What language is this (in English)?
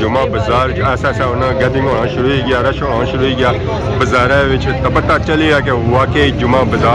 Pahari-Potwari